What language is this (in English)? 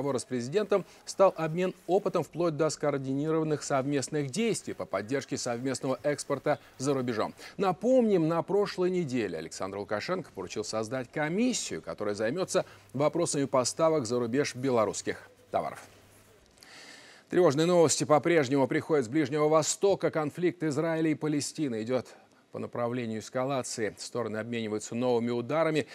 Russian